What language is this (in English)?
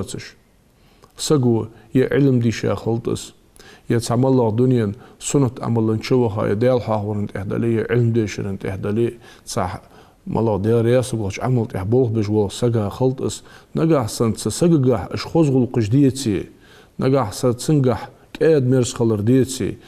Ingush